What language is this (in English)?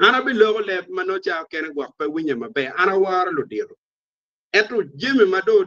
Acoli